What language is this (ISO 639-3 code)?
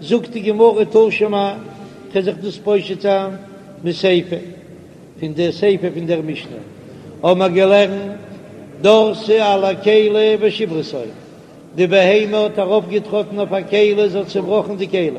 yid